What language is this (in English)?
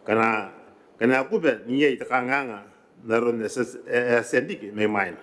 Gilbertese